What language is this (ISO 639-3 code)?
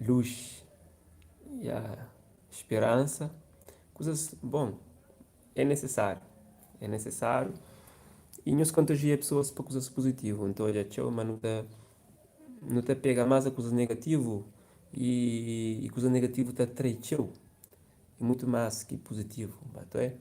kea